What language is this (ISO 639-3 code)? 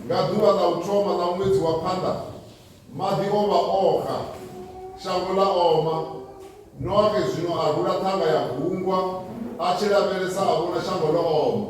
ven